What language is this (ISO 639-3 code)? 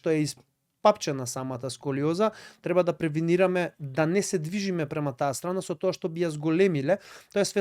mkd